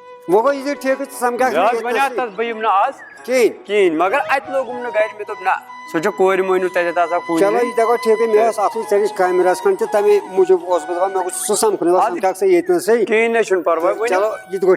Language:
Kashmiri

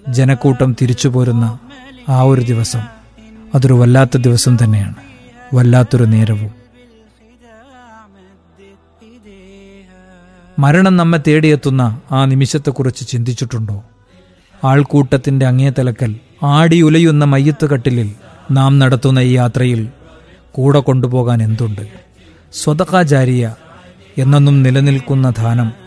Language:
Malayalam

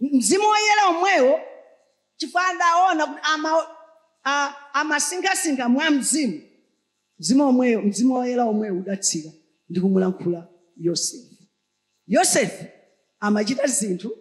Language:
Nyanja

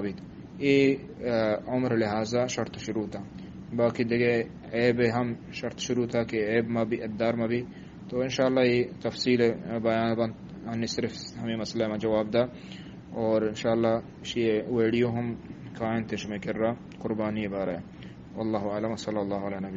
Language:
Eastern Balochi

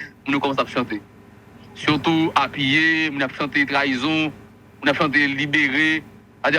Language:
Haitian Creole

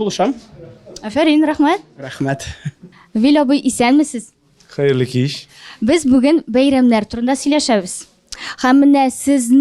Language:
Tatar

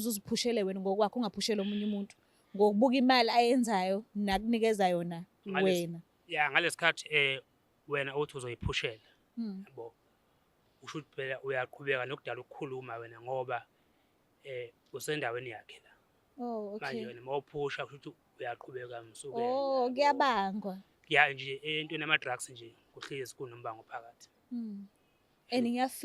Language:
Zulu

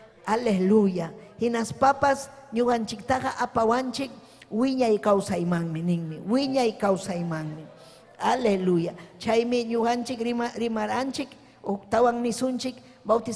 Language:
Ayacucho Quechua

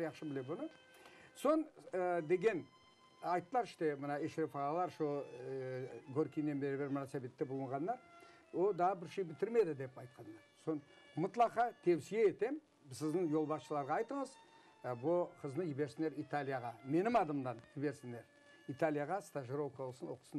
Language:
Crimean Tatar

